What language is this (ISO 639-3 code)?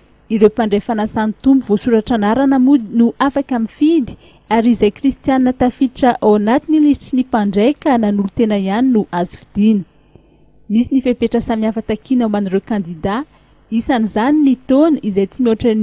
mlg